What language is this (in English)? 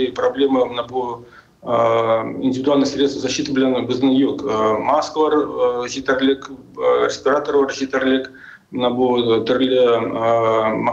Tatar